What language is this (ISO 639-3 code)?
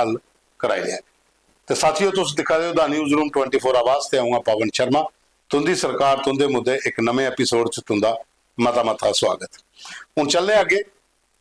doi